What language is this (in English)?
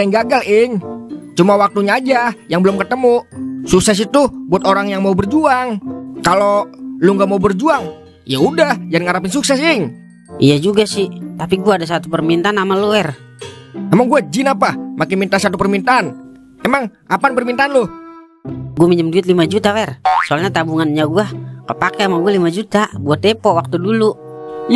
Betawi